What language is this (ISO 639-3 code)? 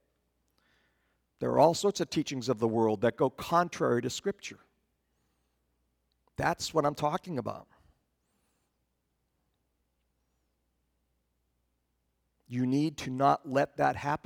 eng